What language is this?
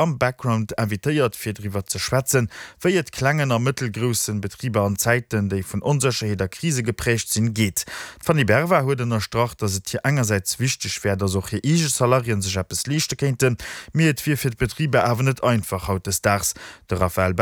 Luxembourgish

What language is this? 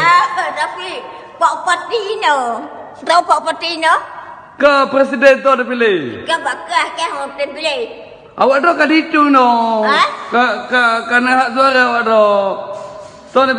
Achinese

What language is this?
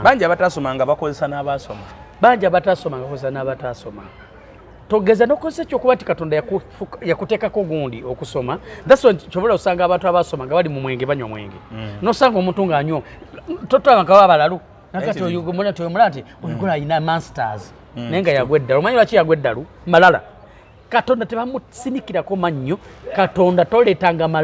Ganda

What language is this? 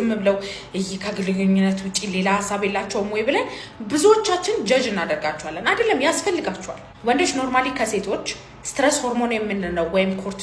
Amharic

